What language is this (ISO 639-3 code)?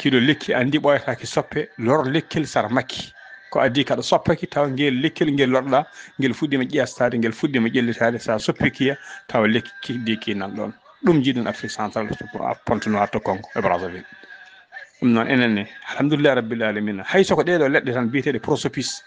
ful